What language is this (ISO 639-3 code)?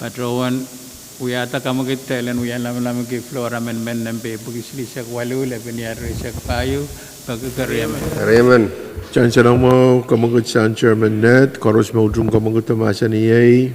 pon